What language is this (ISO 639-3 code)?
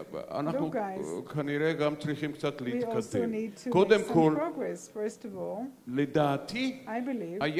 heb